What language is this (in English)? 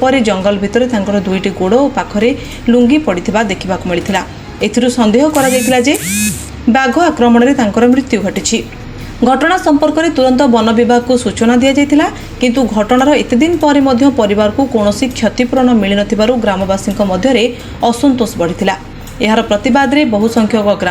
Odia